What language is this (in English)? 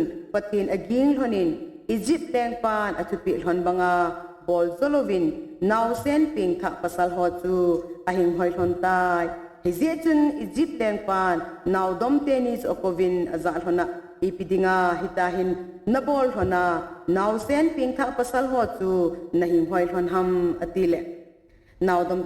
Thado Chin